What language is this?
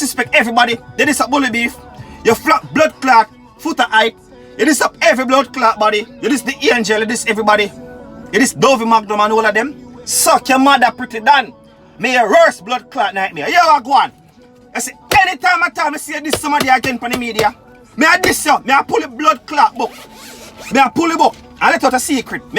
Jamaican Creole English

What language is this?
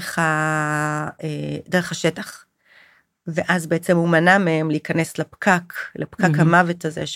Hebrew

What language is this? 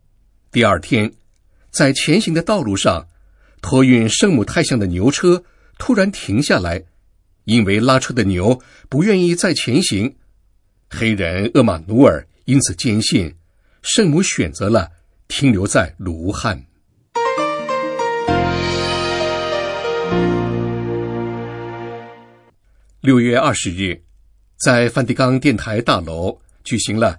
Chinese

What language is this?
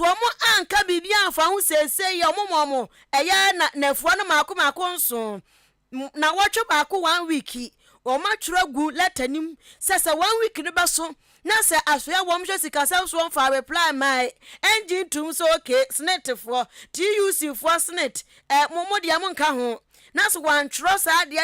Akan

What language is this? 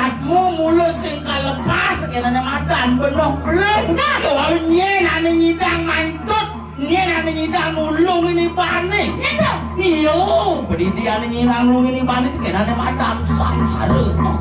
Balinese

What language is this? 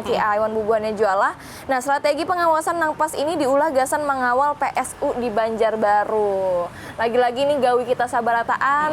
Banjar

